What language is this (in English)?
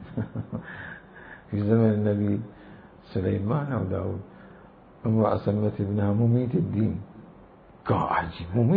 Mesopotamian Arabic